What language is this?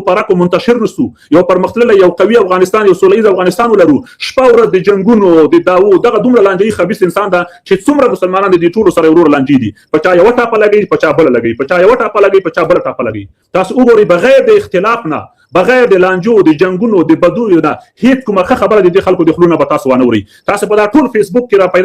Pashto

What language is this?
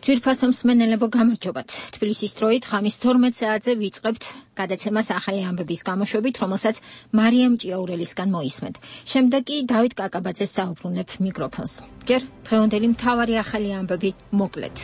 Georgian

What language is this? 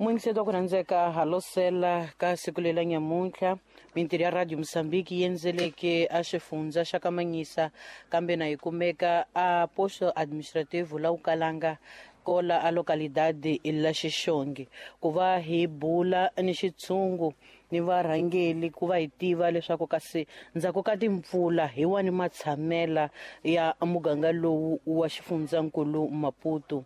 Tsonga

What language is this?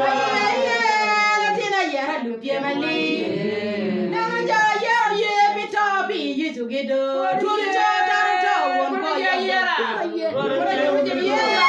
Acoli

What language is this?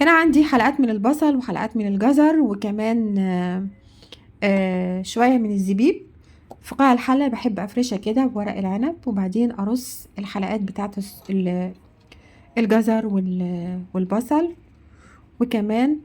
Egyptian Arabic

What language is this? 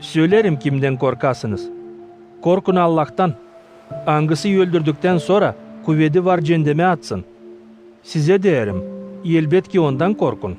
Gagauz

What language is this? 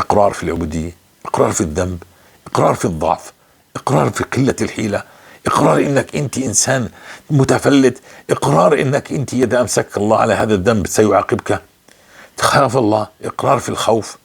North Levantine Arabic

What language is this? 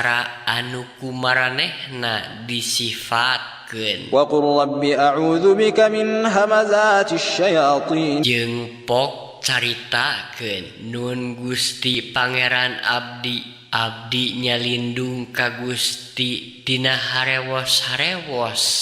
Sundanese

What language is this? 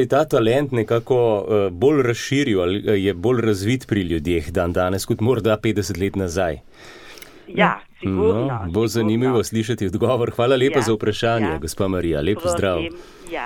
Slovenian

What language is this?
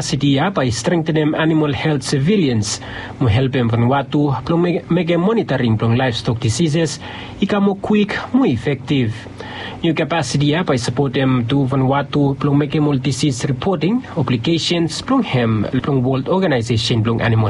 Bislama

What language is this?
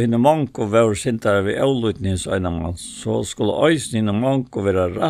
Faroese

